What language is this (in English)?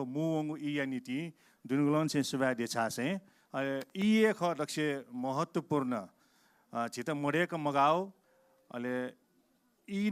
Newari